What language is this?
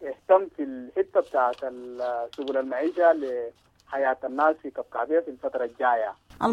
Sudanese Arabic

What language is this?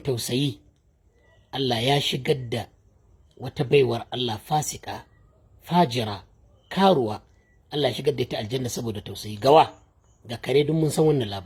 Hausa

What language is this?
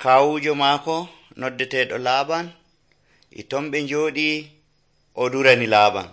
Nigerian Fulfulde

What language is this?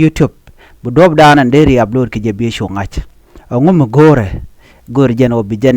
Nuer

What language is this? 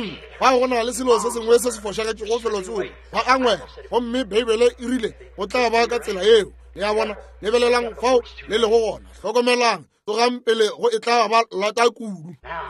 Northern Sotho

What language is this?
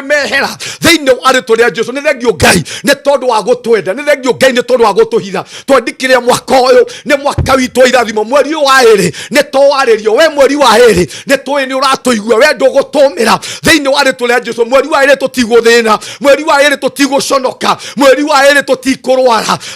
Kikuyu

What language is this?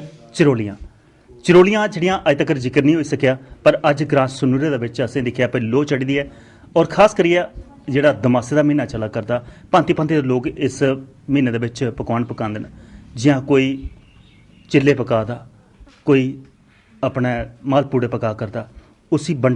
Dogri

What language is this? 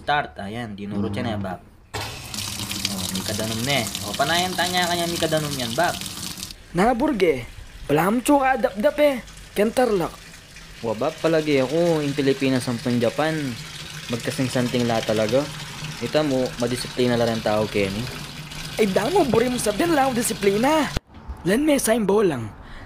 Pampanga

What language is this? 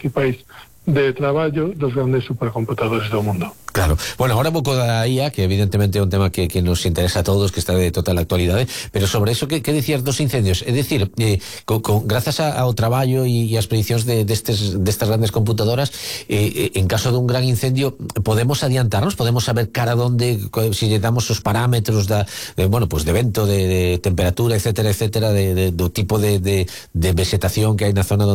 Galician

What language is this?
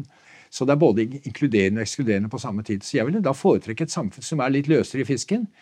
Norwegian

